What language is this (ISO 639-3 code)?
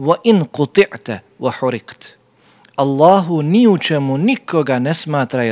bos